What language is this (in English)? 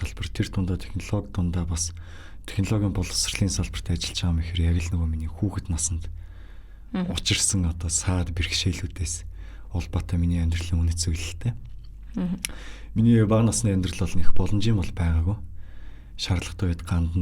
Mongolian